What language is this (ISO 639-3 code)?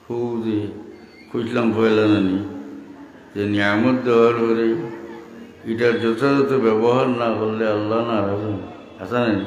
syl